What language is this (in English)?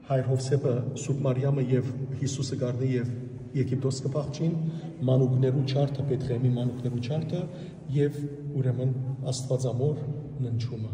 Western Armenian